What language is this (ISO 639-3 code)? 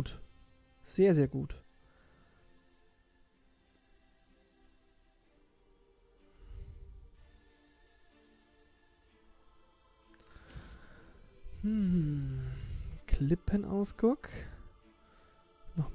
deu